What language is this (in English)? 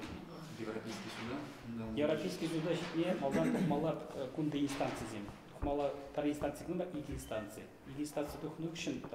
Chuvash